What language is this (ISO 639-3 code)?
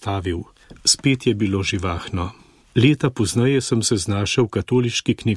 slv